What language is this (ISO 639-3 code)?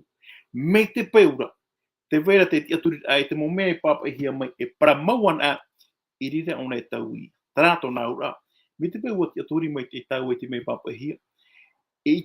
tah